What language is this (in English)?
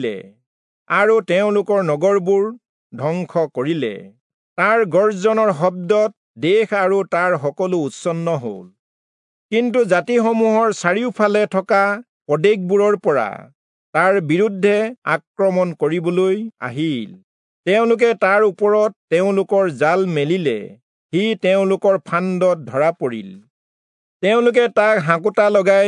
Assamese